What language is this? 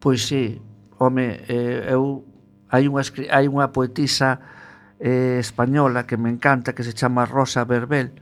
Galician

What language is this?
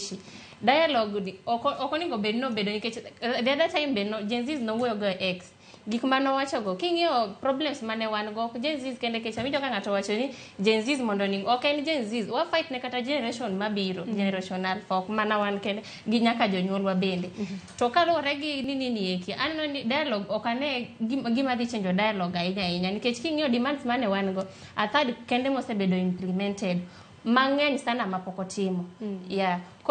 Luo (Kenya and Tanzania)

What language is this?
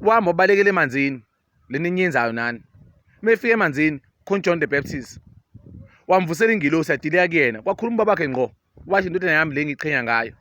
Zulu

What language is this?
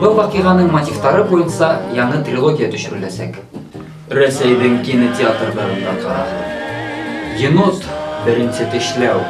Bashkir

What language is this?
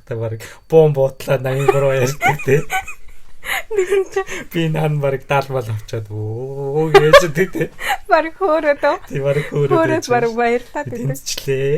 Mongolian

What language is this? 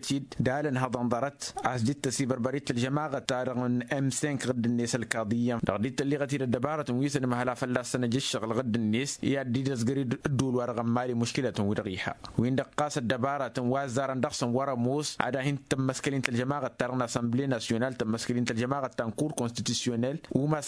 Tamasheq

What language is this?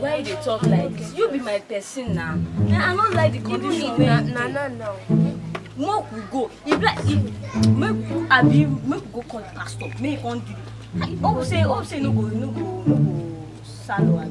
Nigerian Pidgin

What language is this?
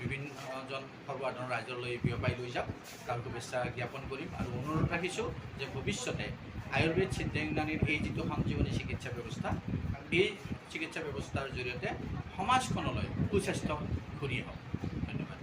Assamese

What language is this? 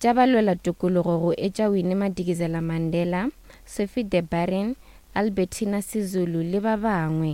Northern Sotho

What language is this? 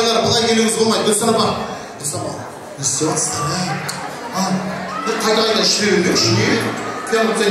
Kara-Kalpak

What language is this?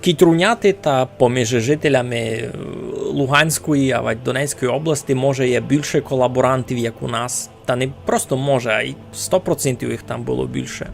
Rusyn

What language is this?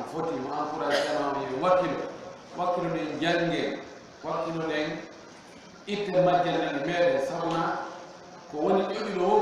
Fula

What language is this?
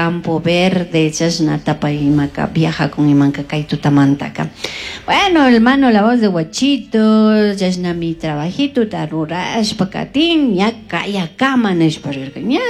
Chimborazo Highland Quichua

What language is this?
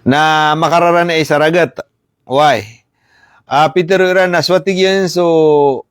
Maranao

